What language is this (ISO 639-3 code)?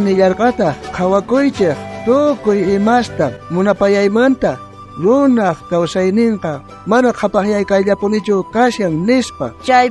quh